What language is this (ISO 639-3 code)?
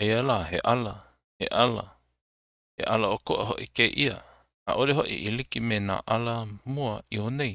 haw